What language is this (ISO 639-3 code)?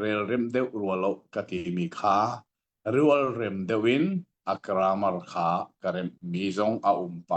cnh